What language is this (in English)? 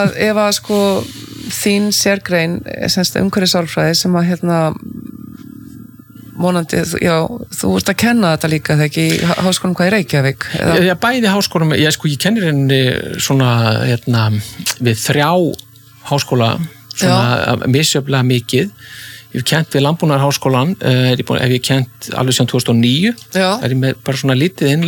Icelandic